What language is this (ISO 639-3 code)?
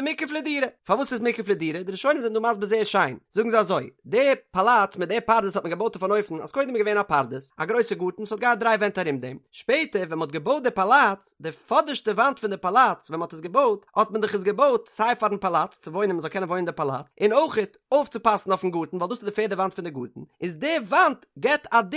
yid